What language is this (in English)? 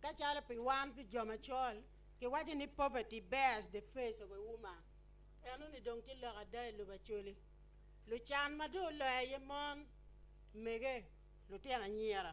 Acoli